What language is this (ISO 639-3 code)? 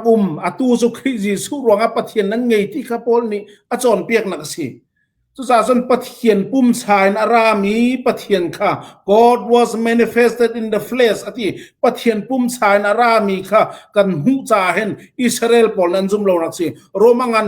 cfm